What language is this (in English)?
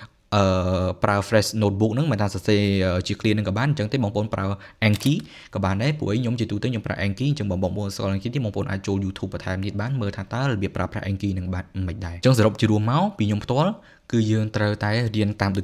Khmer